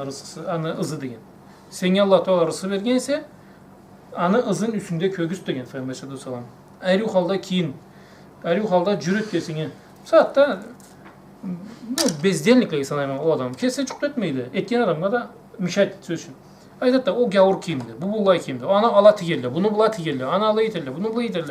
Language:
Karachay-Balkar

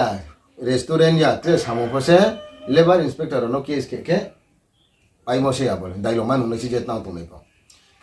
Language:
Riang (India)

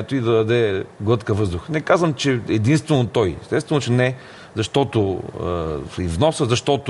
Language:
Bulgarian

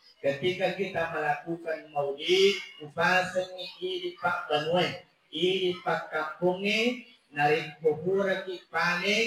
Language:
Buginese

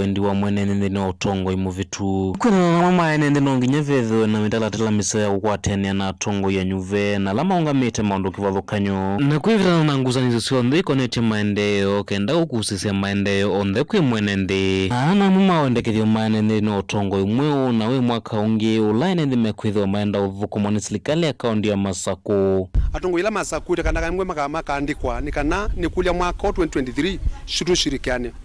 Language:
Kamba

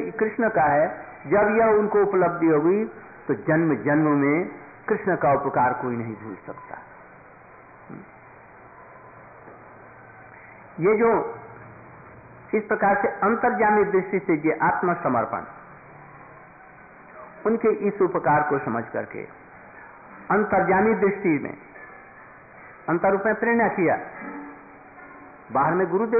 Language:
Hindi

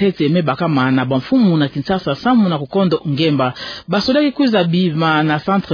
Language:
Kituba (Democratic Republic of Congo)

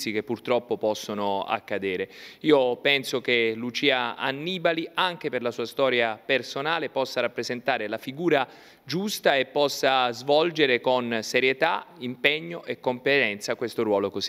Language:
Italian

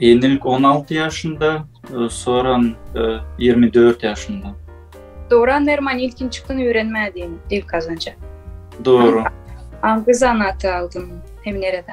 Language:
Gagauz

